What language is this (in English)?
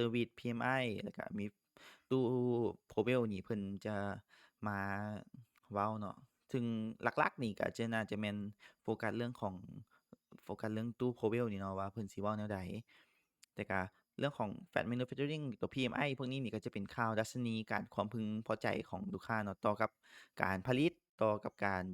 Lao